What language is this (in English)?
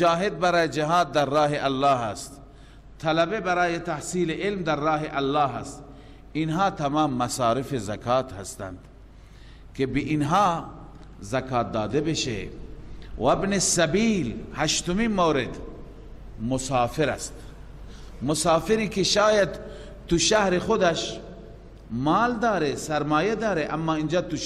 Persian